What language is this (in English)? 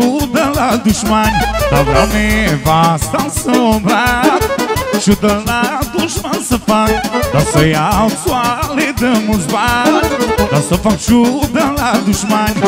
Romanian